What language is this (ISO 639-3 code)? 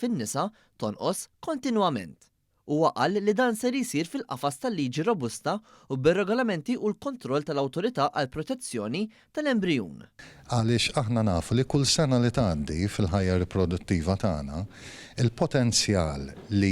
mlt